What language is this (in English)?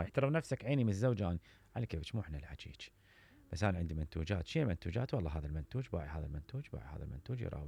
Mesopotamian Arabic